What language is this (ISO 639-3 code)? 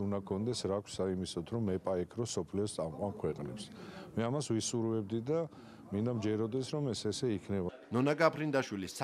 kat